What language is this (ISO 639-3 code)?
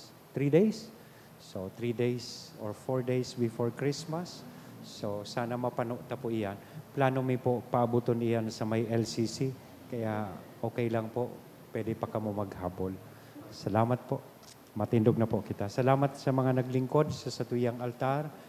bik